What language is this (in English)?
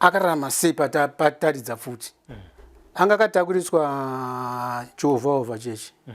Shona